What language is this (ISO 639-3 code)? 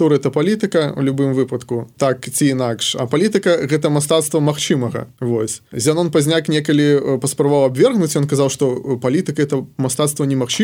bel